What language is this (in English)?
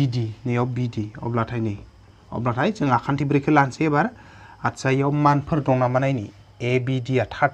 Bodo